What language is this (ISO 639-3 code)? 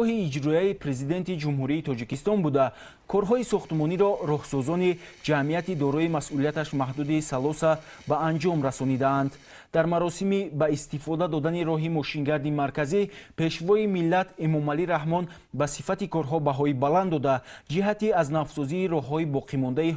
tgk